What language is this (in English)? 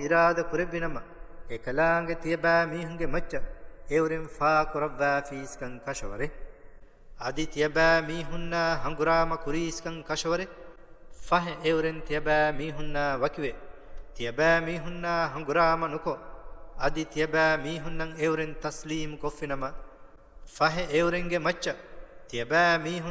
Divehi